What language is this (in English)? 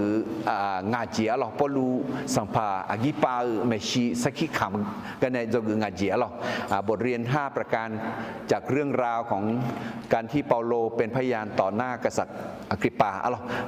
Akha